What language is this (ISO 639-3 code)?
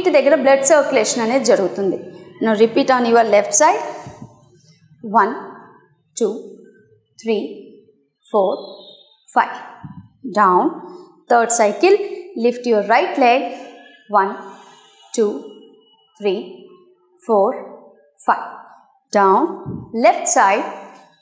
tel